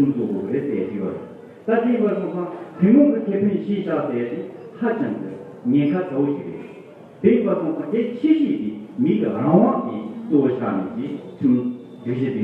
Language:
Tibetan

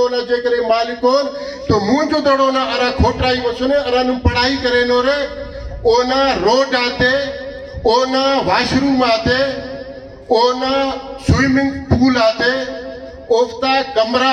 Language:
Brahui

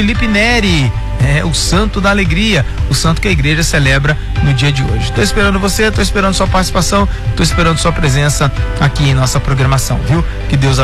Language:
Portuguese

